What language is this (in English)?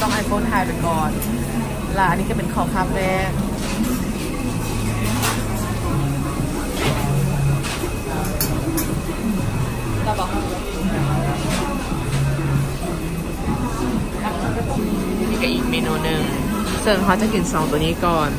Thai